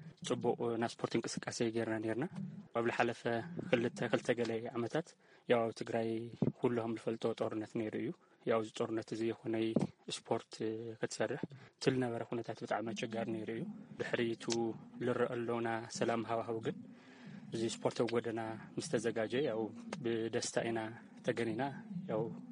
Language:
Tigrinya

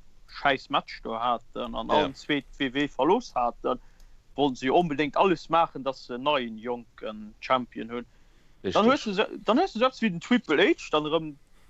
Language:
Luxembourgish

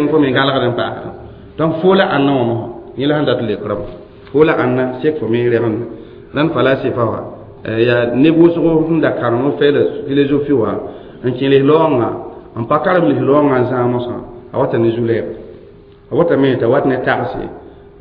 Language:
Mossi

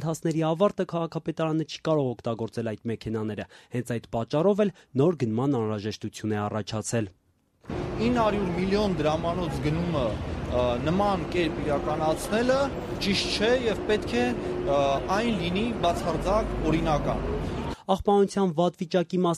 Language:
Armenian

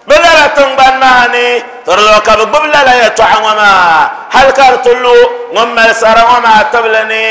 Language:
Dagbani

